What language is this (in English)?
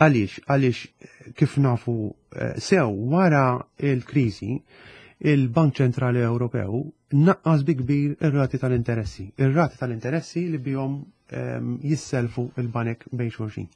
Maltese